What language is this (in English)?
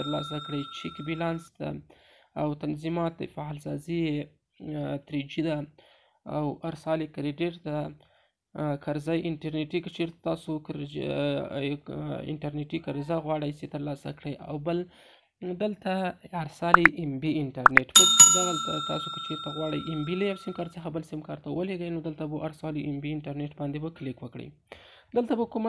Pashto